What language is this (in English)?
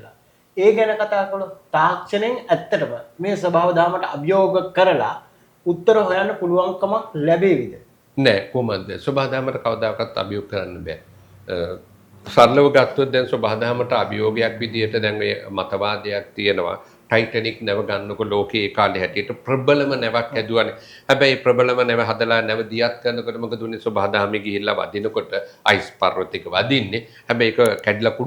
Sinhala